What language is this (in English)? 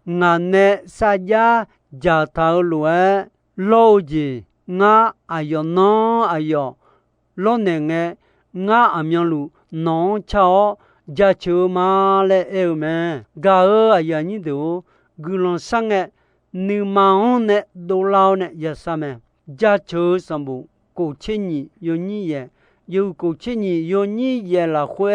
Akha